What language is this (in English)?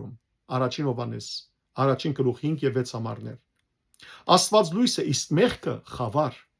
Western Armenian